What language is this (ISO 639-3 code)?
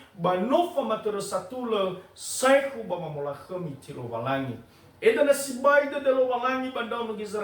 nia